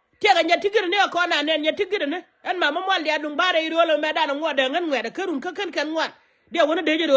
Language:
Nuer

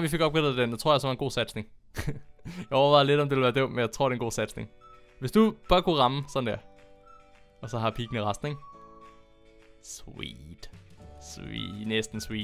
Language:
Danish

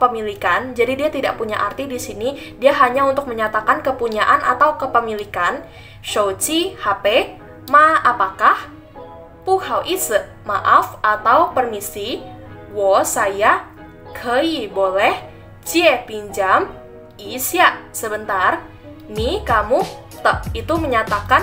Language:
Indonesian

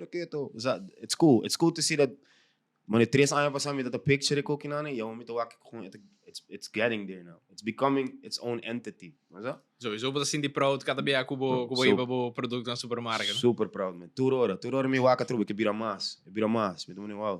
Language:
Papiamento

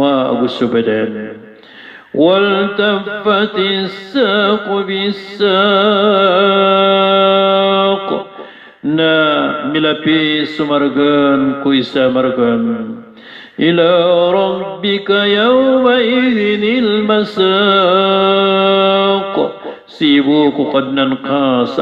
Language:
Maranao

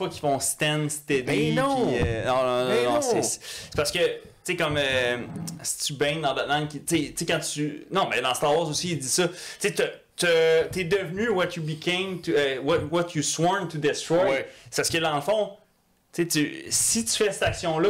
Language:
French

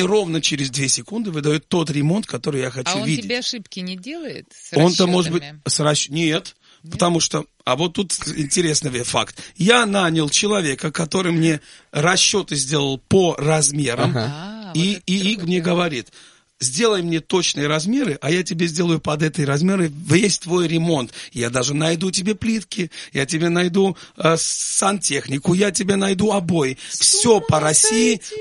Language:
Russian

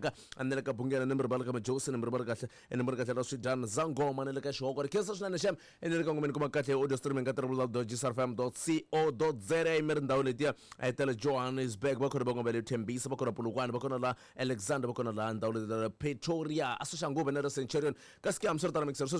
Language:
Tsonga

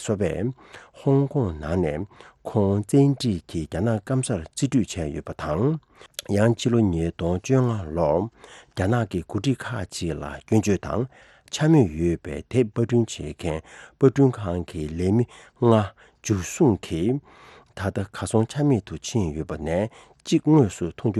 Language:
Tibetan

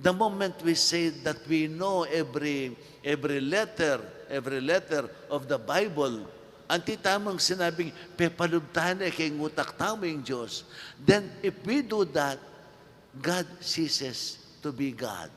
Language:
Pampanga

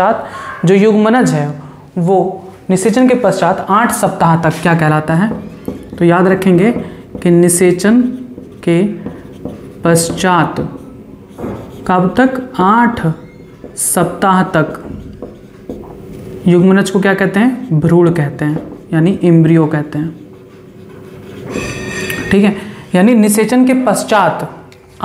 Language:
Hindi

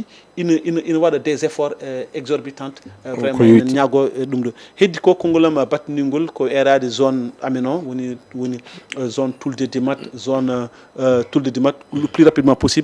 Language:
Fula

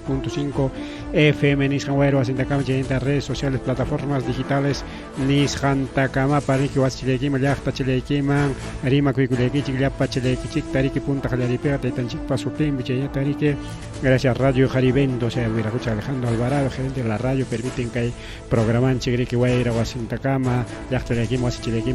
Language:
Ayacucho Quechua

